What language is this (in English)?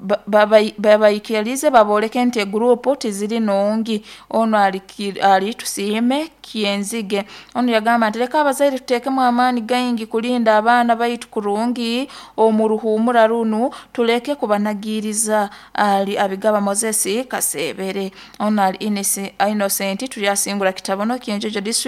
Nyoro